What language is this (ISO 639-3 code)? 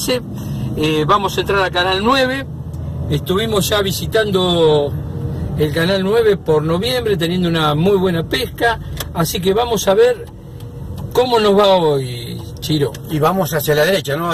spa